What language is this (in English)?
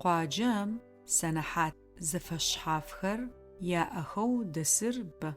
Adyghe